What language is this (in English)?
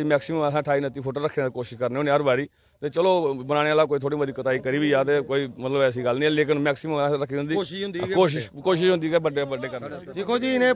Dogri